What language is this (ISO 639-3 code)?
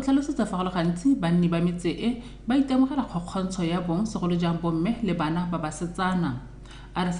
tsn